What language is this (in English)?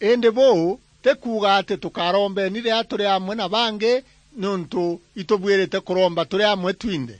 Meru